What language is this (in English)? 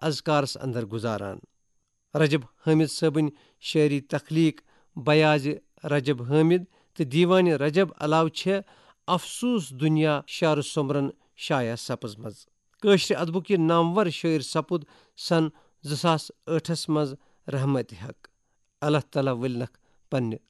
Kashmiri